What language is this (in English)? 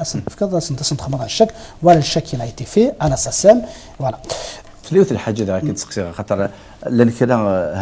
Kabyle